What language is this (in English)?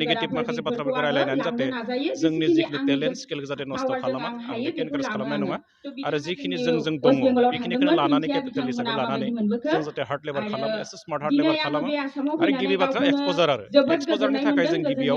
Bodo